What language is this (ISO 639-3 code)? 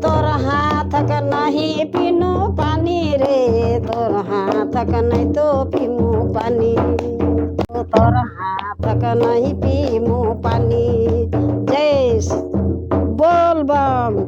sck